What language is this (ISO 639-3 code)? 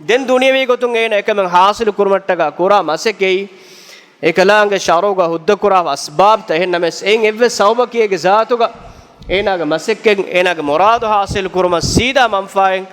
div